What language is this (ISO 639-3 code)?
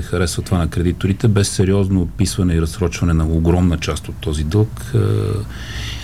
bul